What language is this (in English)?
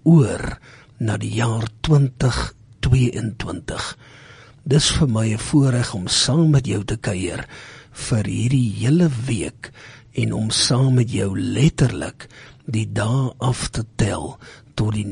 Afrikaans